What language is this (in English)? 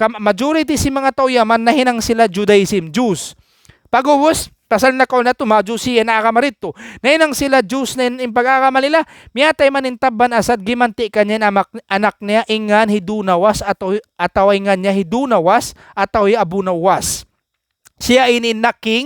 Tausug